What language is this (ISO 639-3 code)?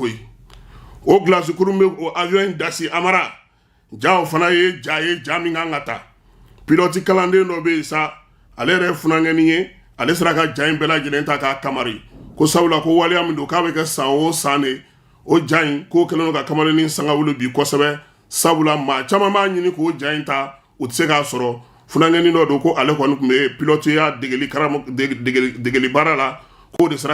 bam